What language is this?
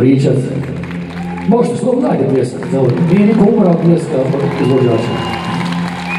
Croatian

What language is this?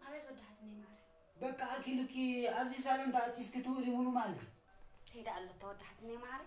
Tigrinya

